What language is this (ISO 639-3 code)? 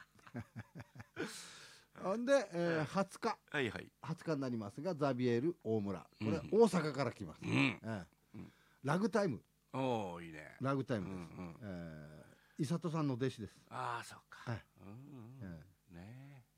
jpn